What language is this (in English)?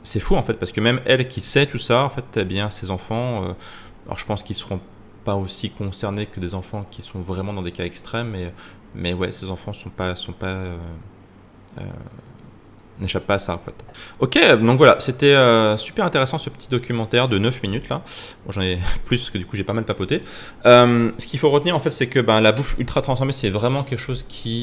French